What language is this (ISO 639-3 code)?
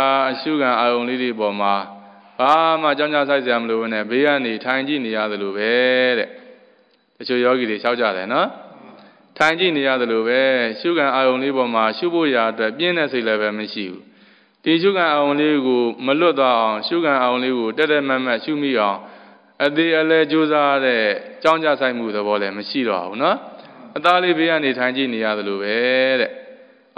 mya